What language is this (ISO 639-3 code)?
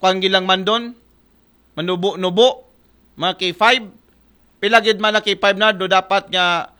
akl